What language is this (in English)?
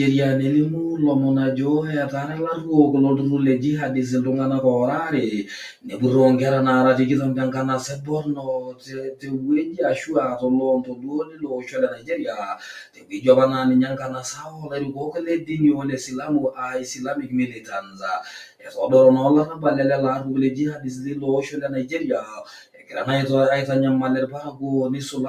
Masai